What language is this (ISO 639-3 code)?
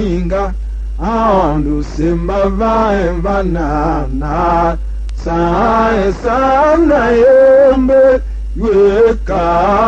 tiv